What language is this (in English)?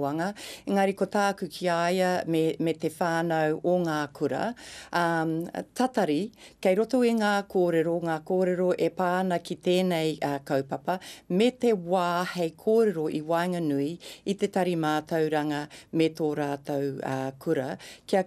Māori